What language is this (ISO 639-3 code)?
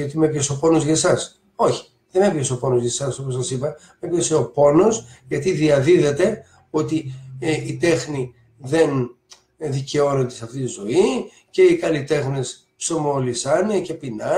ell